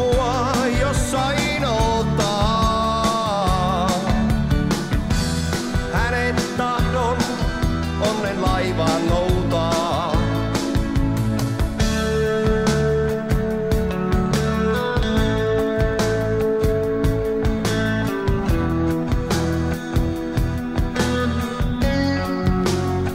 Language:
Finnish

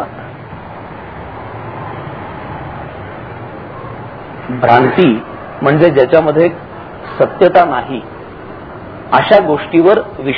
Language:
Marathi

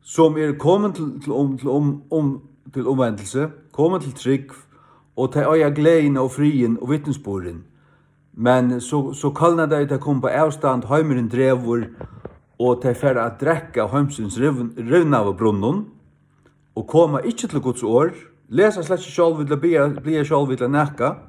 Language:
Faroese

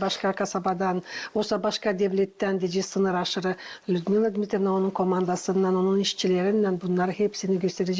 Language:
Gagauz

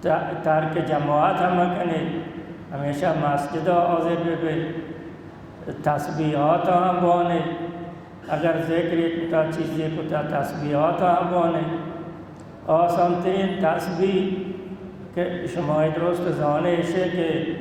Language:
Baluchi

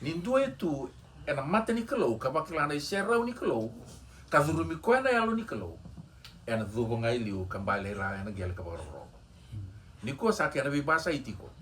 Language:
Fijian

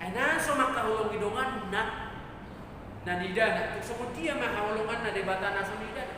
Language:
Batak Toba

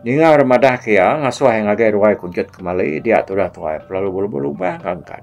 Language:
Iban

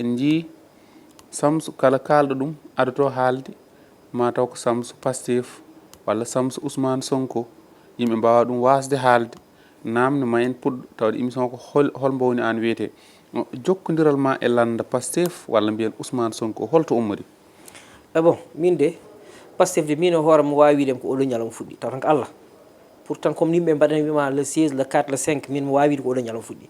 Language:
Fula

